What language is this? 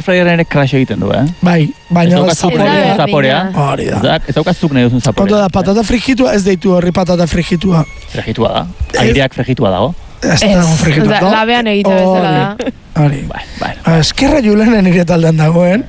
Basque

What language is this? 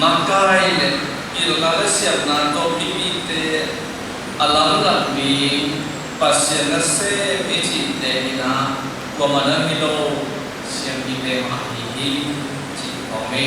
Tedim Chin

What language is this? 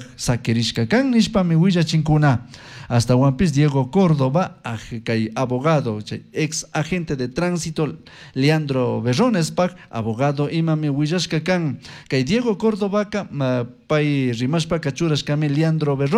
Chimborazo Highland Quichua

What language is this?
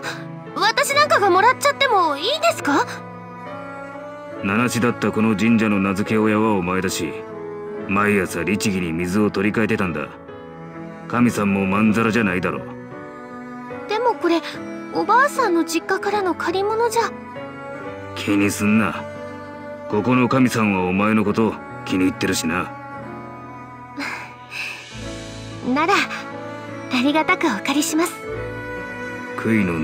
Japanese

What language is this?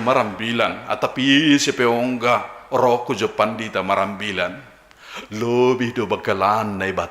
Batak Simalungun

